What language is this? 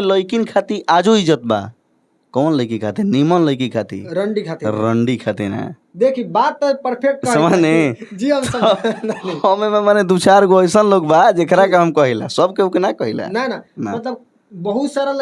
Bhojpuri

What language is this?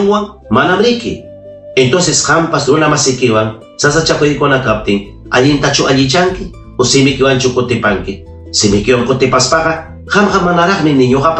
Ayacucho Quechua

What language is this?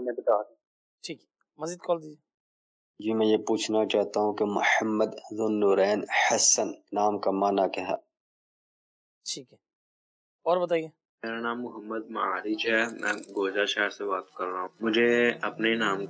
Urdu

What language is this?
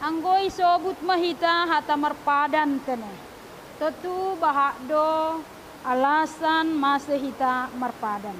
Batak Simalungun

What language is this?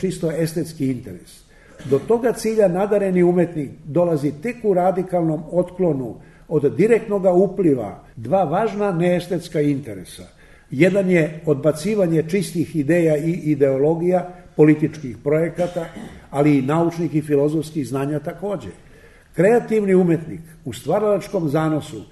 Serbian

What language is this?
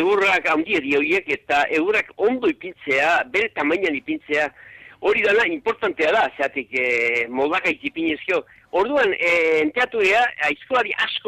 Basque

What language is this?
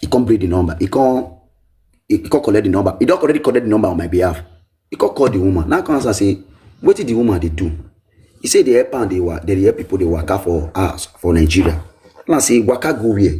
Nigerian Pidgin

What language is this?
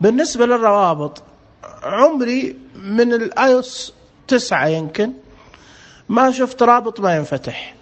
Najdi Arabic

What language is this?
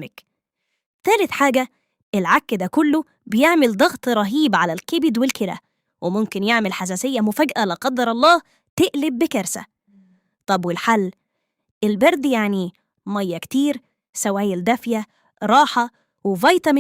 Egyptian Arabic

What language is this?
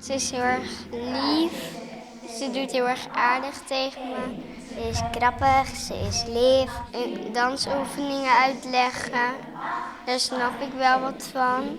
Western Frisian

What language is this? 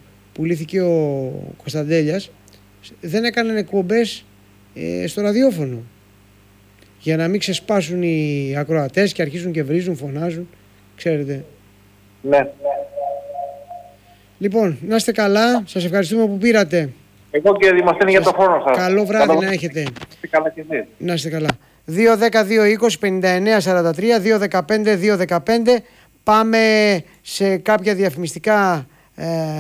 Greek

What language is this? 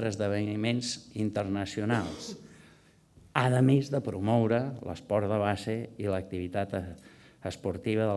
Catalan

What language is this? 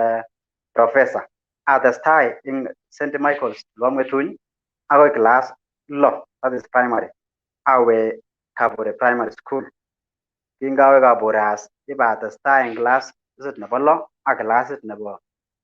Kalenjin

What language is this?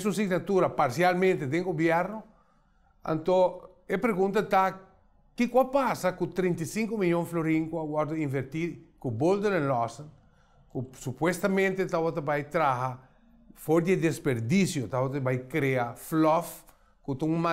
Papiamento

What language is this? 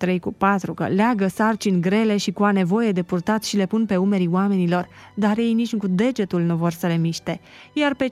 Romanian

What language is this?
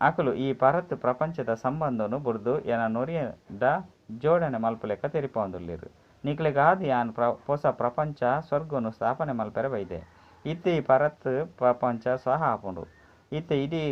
Tulu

